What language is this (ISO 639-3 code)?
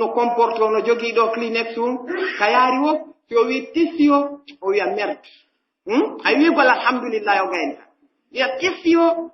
fuf